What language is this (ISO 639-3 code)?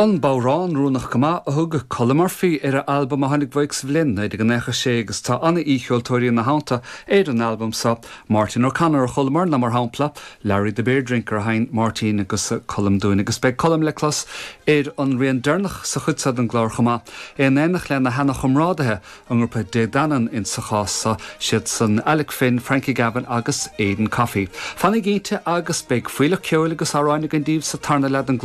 gle